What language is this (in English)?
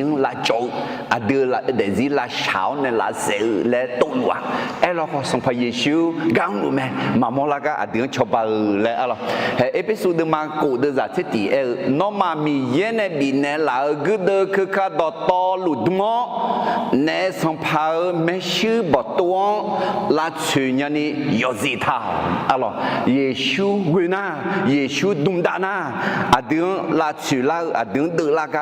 Akha